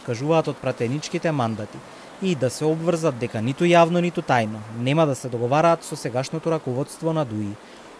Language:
Macedonian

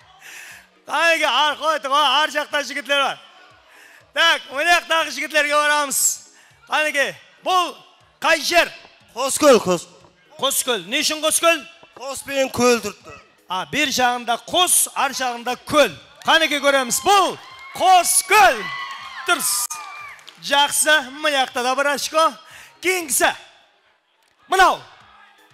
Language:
Kara-Kalpak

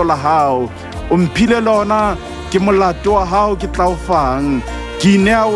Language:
Southern Sotho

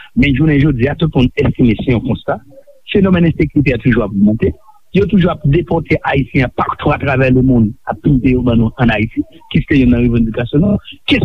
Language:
Haitian Creole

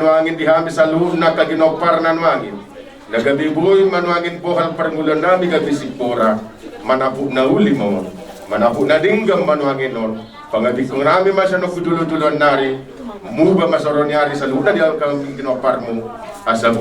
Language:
Batak Toba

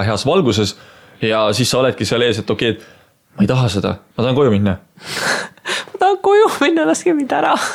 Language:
Estonian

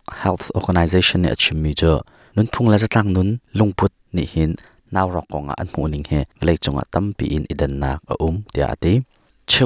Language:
Hakha Chin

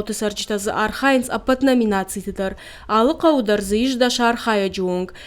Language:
Ossetic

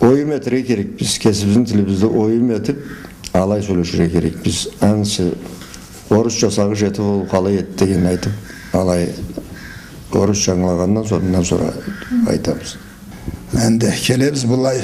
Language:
Karachay-Balkar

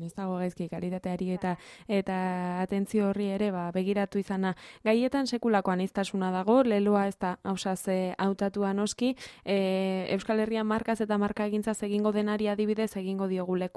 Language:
Basque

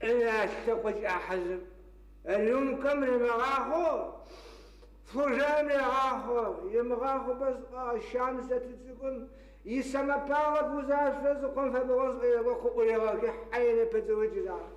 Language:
Adyghe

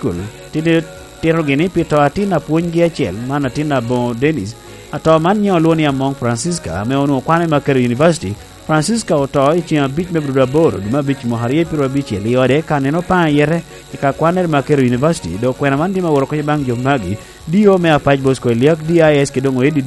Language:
Lango (Uganda)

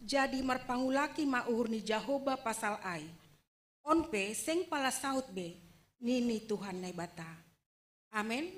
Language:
Batak Simalungun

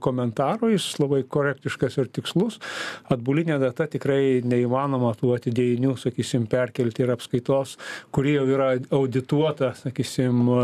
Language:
Lithuanian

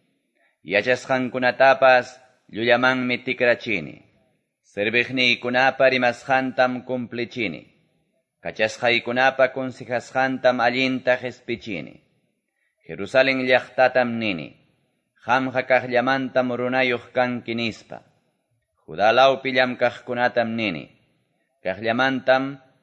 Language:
Quechua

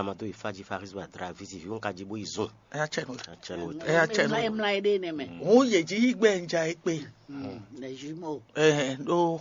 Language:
Fon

